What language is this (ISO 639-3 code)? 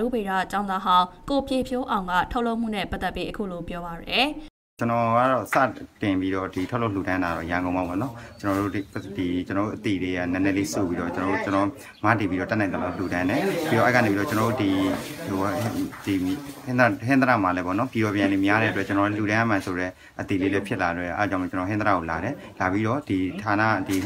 mya